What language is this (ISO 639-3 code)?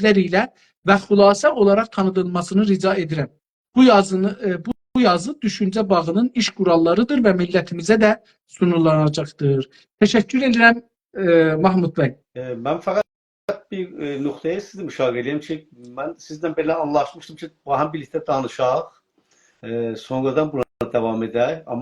azb